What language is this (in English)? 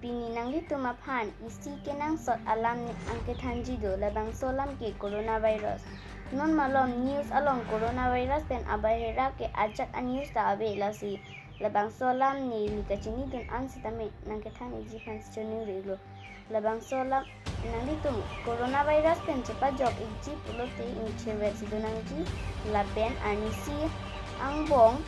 Karbi